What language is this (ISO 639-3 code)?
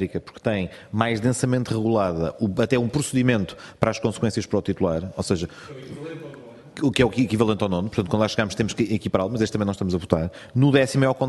por